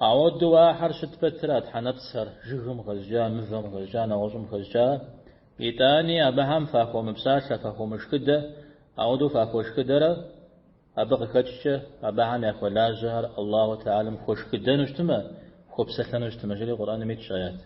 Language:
Kabardian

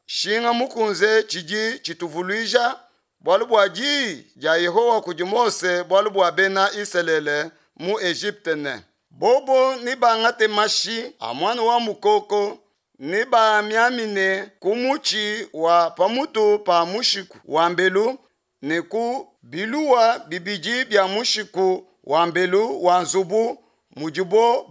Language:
Luba-Lulua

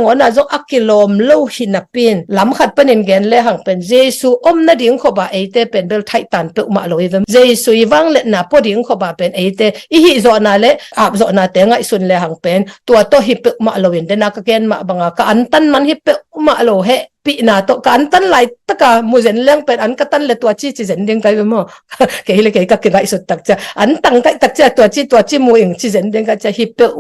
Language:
Tedim Chin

